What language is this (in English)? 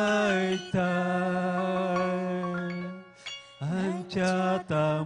Ayacucho Quechua